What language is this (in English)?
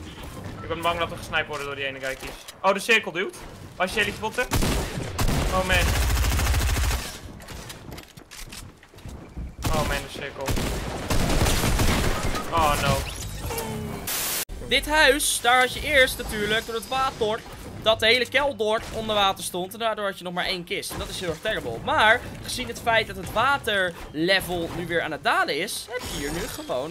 Dutch